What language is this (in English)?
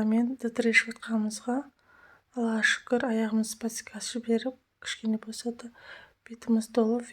Kazakh